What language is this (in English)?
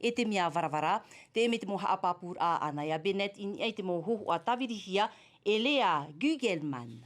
Tahitian